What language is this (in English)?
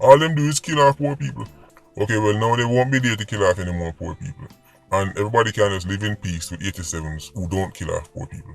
Jamaican Creole English